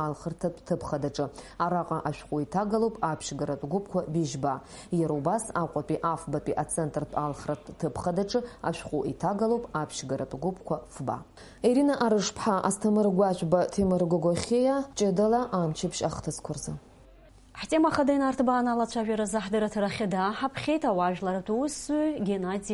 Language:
Abkhazian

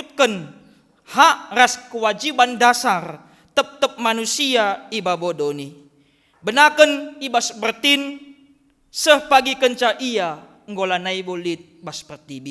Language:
Batak Karo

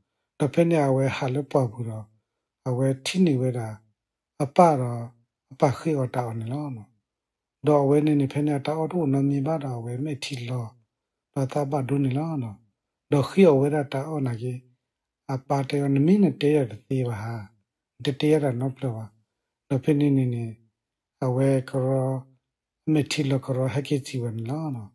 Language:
S'gaw Karen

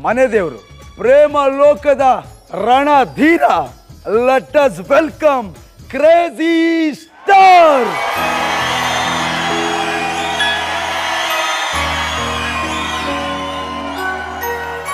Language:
Kannada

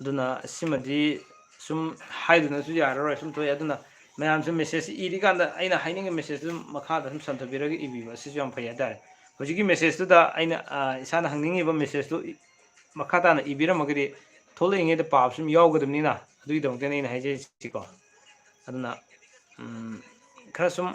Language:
Manipuri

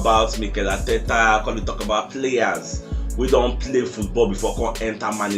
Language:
Nigerian Pidgin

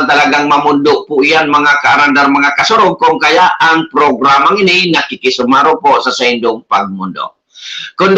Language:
Bikol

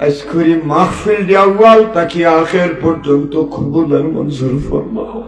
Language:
Sylheti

